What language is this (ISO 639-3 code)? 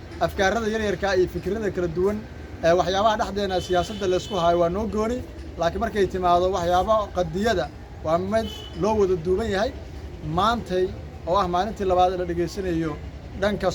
som